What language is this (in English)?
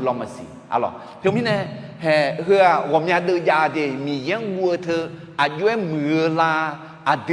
Akha